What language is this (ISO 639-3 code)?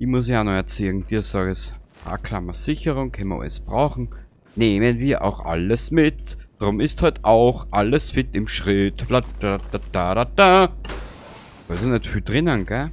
bar